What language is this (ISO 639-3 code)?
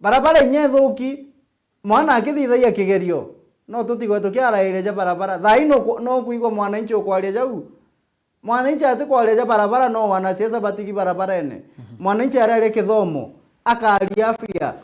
mer